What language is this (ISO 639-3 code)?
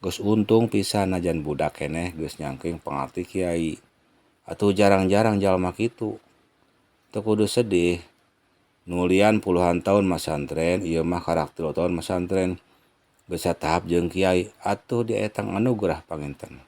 sun